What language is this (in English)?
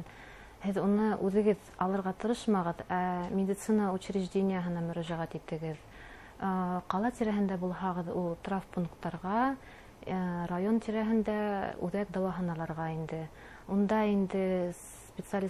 Bashkir